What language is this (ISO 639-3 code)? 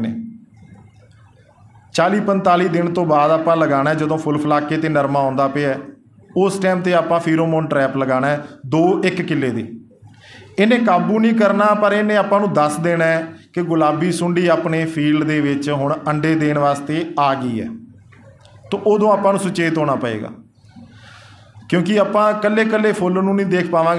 pan